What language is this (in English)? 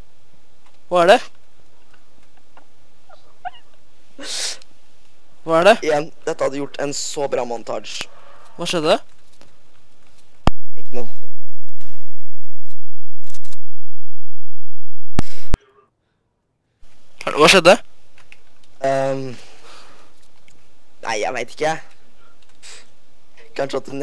Norwegian